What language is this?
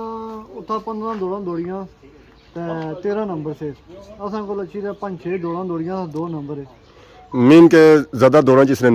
Pahari-Potwari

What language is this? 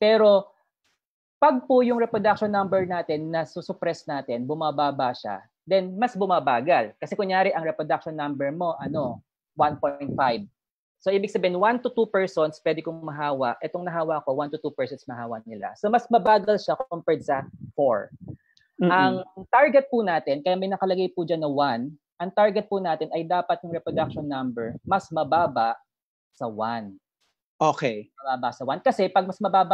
Filipino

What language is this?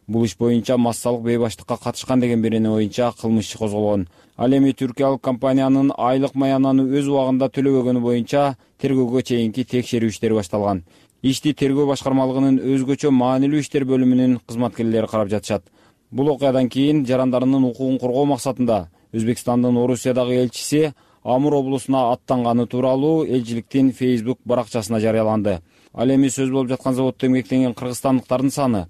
Kyrgyz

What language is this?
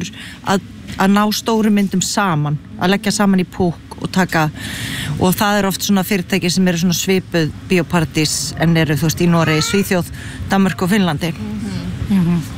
Icelandic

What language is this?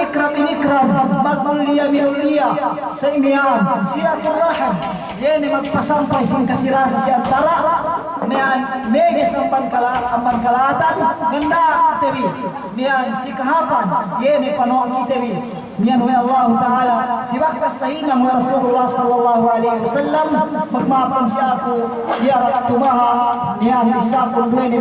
Yakan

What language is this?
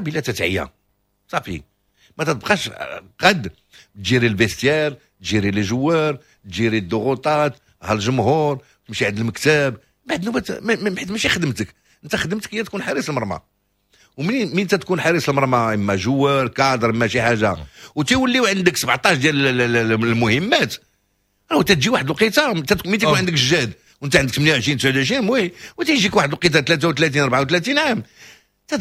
Moroccan Arabic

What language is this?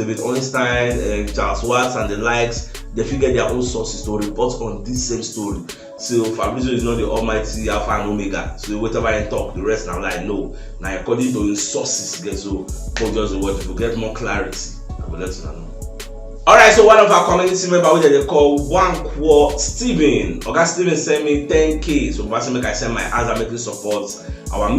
Nigerian Pidgin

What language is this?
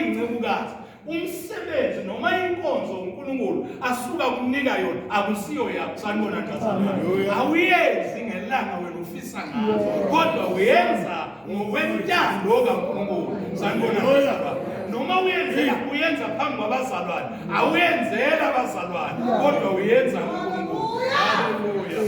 Zulu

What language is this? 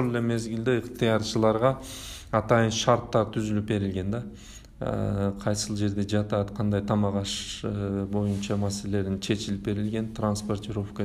Kyrgyz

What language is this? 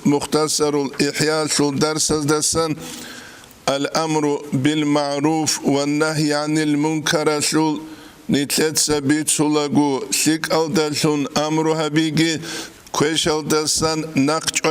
Avaric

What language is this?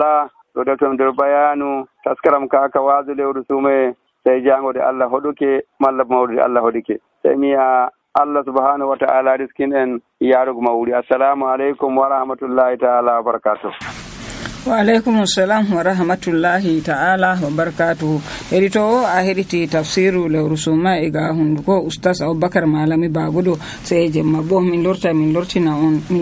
Nigerian Fulfulde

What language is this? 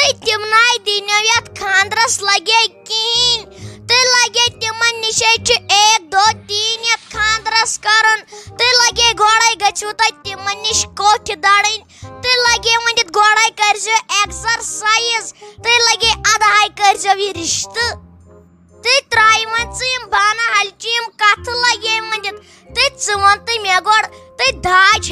Kashmiri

